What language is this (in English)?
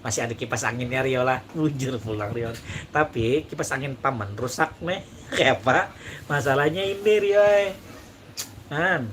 Banjar